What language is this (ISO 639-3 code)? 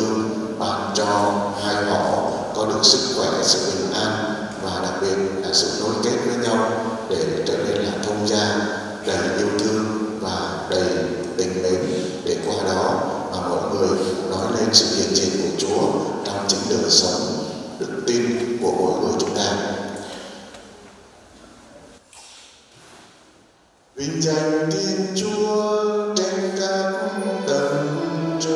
vie